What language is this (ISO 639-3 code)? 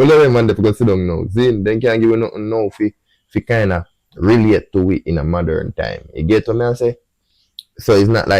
jam